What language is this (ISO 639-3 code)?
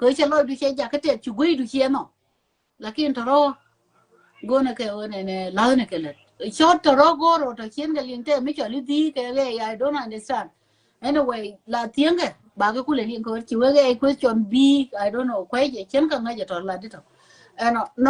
nus